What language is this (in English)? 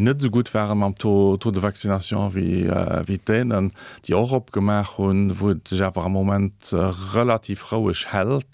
Luxembourgish